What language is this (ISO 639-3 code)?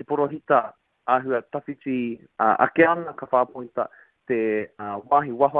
mri